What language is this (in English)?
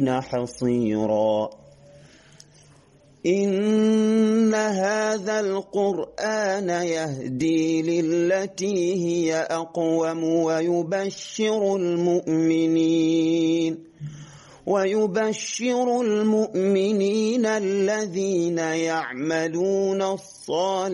Arabic